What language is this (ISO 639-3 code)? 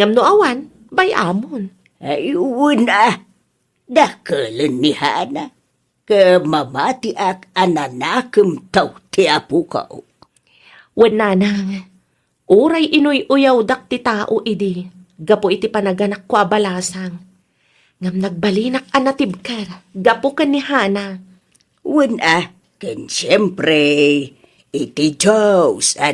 ilo